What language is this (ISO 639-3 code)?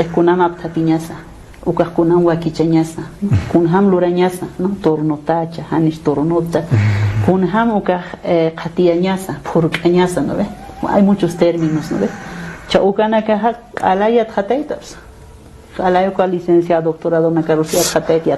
aym